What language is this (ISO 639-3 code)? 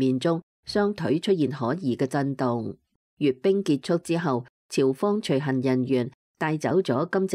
yue